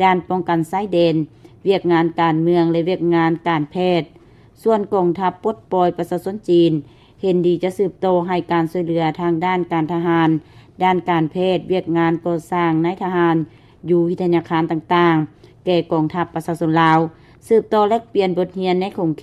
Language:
Lao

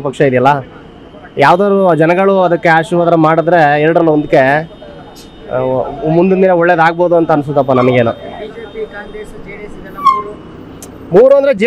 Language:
Kannada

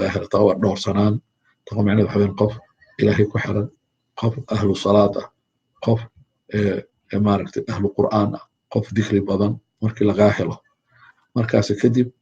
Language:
Somali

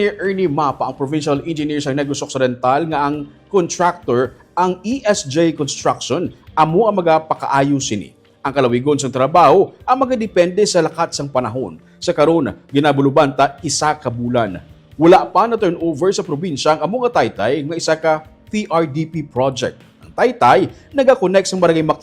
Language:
Hiligaynon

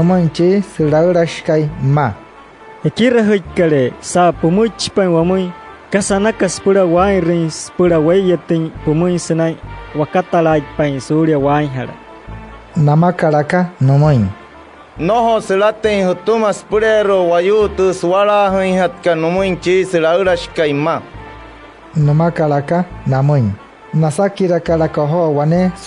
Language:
Wayuu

